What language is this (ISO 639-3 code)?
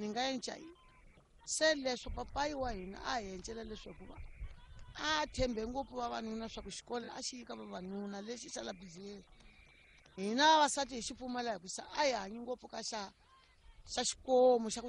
tso